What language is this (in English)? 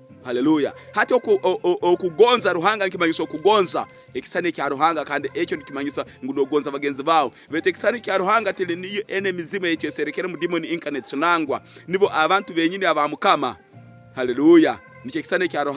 Tooro